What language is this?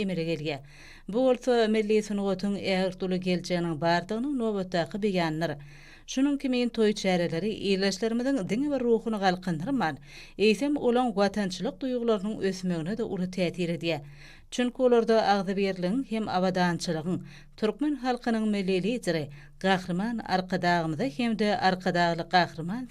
Turkmen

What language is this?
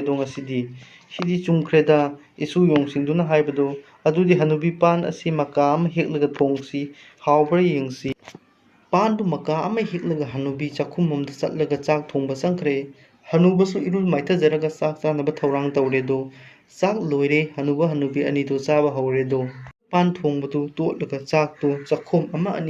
Manipuri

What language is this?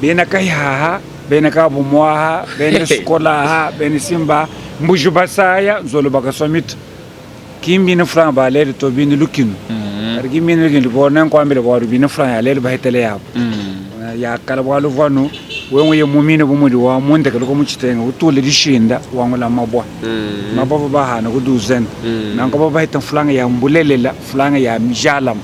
Luba-Lulua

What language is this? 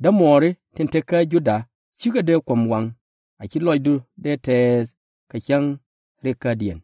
Nuer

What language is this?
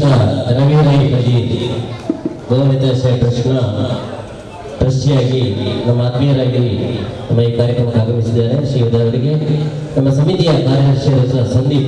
Kannada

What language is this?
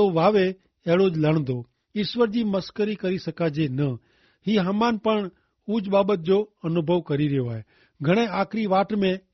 Kachhi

